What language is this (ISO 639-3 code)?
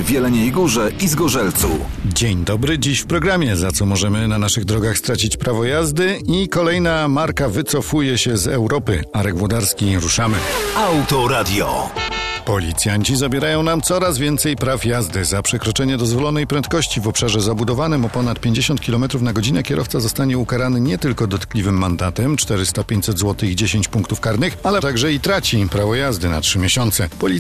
pol